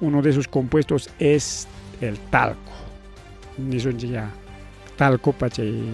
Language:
Ayacucho Quechua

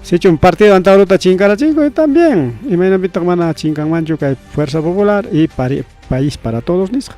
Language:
Ayacucho Quechua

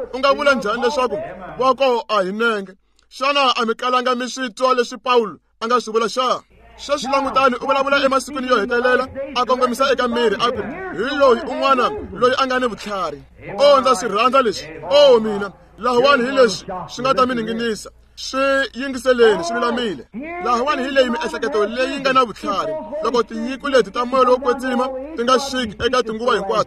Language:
Tsonga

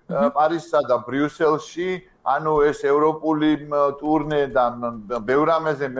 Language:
Georgian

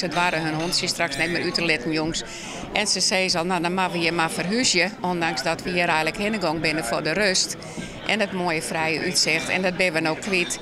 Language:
Western Frisian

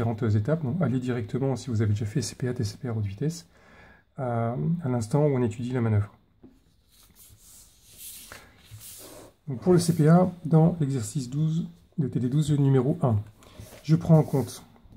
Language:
French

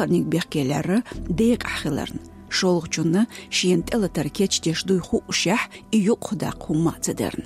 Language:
Chechen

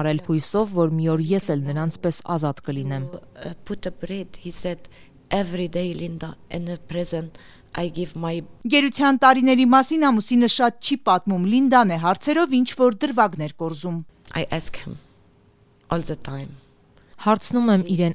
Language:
Armenian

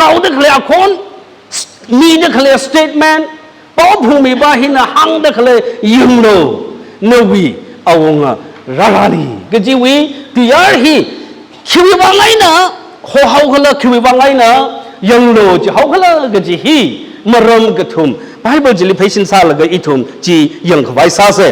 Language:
Tangkhul Naga (India)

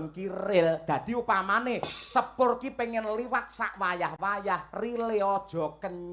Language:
Javanese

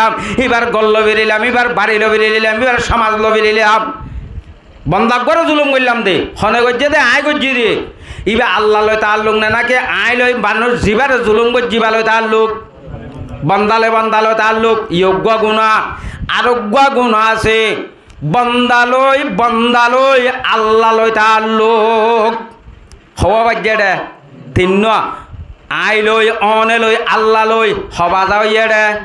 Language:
Rohingya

